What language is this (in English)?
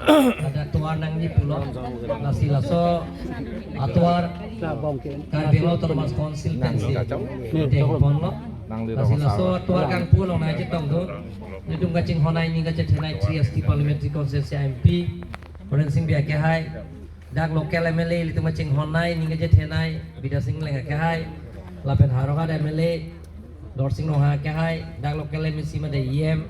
Karbi